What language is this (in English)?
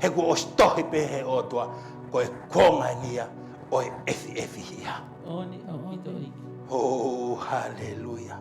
Tongan